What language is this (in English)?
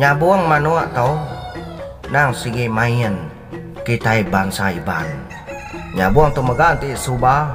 Iban